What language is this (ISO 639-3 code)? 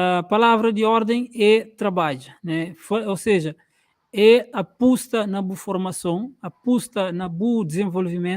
kea